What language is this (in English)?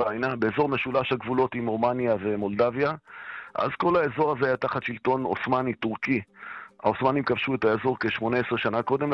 Hebrew